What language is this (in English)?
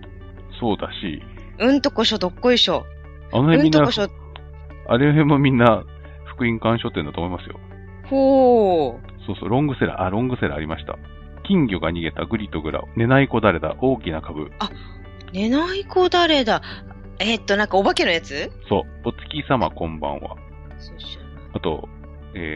Japanese